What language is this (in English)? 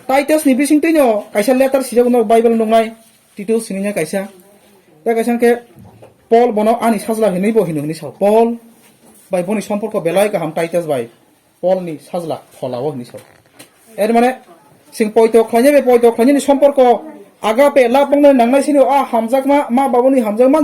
Kok Borok